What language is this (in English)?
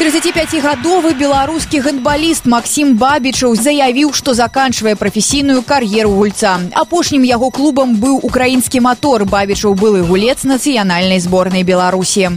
Belarusian